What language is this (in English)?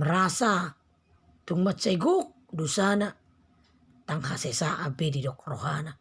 Batak Toba